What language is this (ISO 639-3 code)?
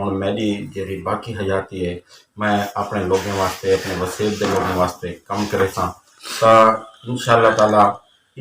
skr